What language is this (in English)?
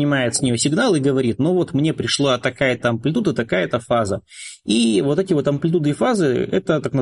Russian